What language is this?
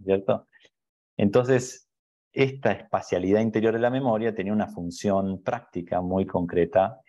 Spanish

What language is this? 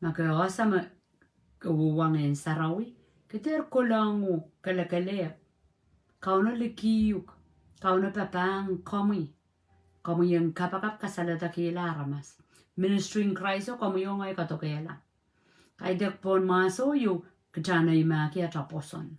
Pohnpeian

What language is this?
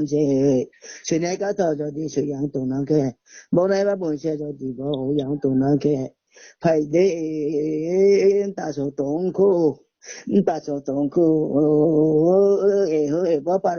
Riang (India)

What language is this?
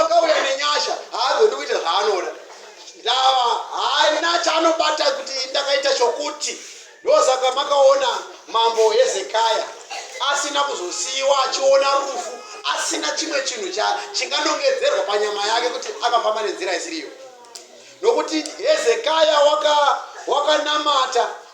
Shona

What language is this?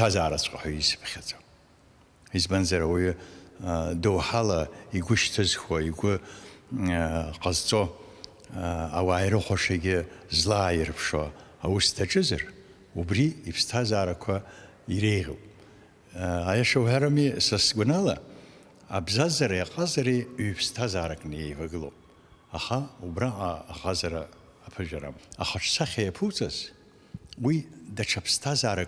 Abkhazian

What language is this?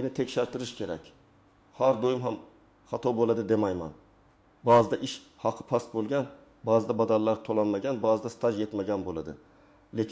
Uzbek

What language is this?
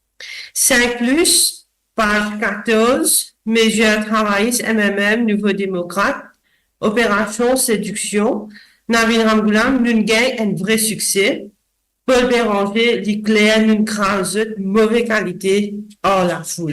Morisyen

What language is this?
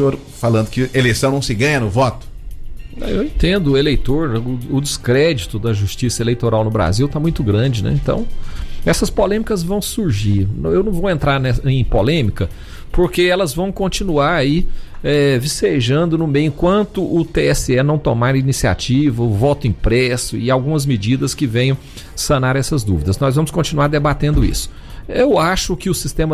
Portuguese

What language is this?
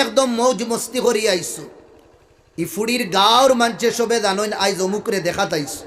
Sylheti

